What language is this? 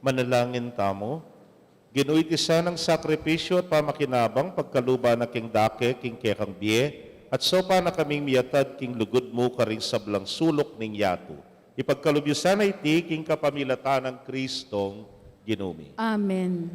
Pampanga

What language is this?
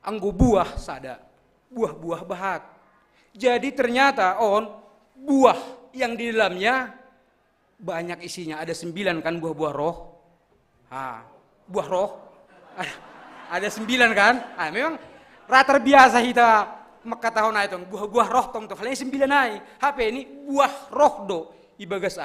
Batak Simalungun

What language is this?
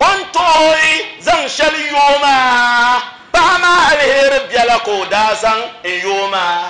Dagbani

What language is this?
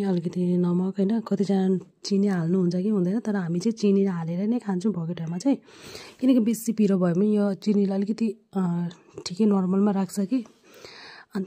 Nepali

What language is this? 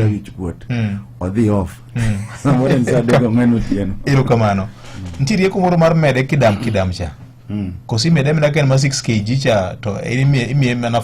Luo (Kenya and Tanzania)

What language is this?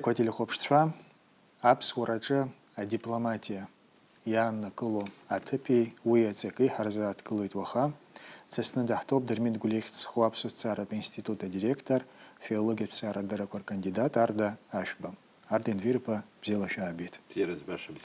Abkhazian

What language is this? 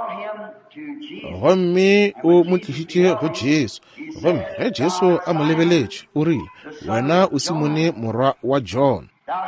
Northern Sotho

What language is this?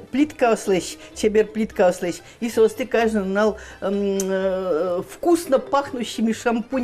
Udmurt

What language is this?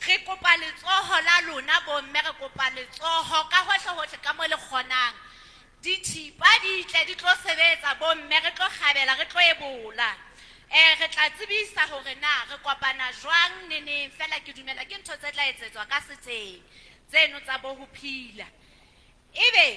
Southern Sotho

